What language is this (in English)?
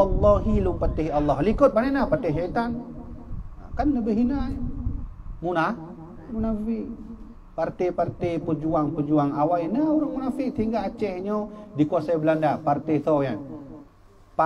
Achinese